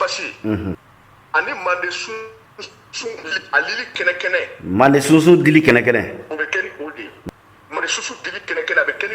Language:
Bambara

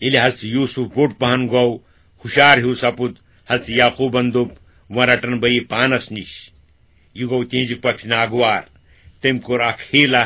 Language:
Kashmiri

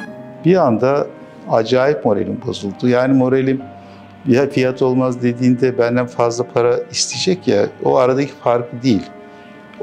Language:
Turkish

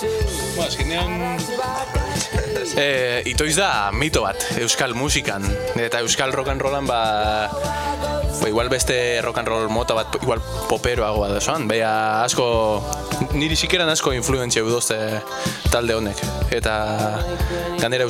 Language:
Basque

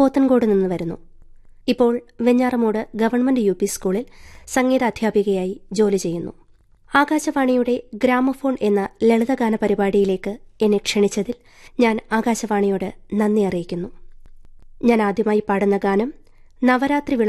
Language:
Malayalam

